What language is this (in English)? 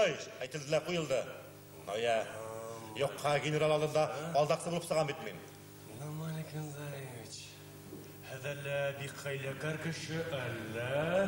Bashkir